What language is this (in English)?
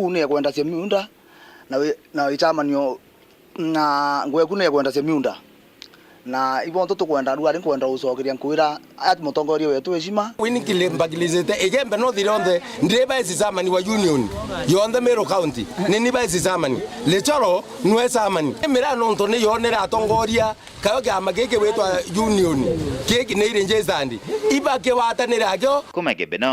Meru